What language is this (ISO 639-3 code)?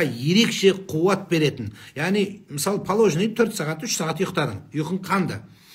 kaz